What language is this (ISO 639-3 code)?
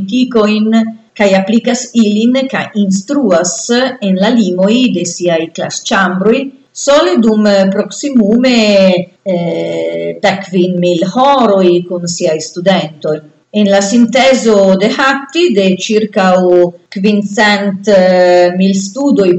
epo